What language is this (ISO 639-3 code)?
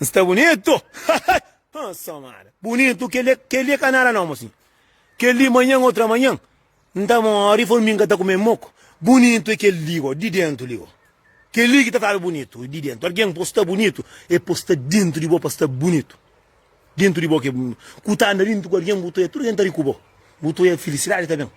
kea